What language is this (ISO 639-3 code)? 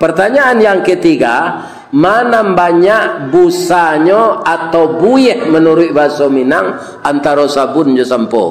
min